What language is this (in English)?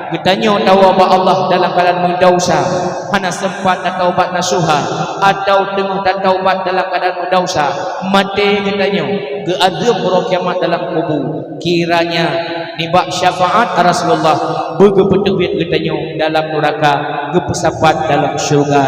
Achinese